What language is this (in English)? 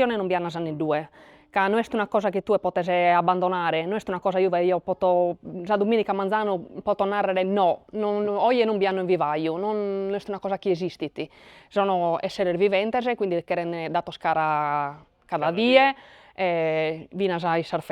Sardinian